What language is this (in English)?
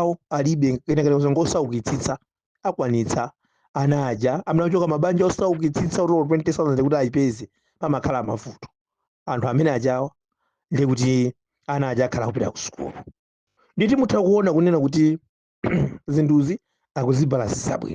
Nyanja